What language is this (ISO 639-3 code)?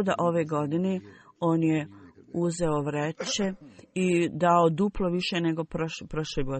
bos